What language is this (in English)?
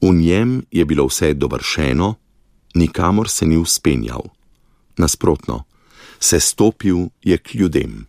Slovenian